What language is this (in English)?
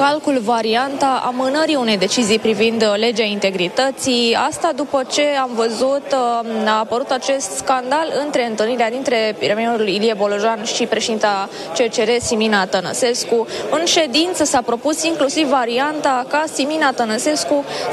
Romanian